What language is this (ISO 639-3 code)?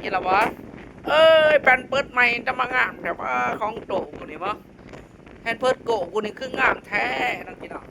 tts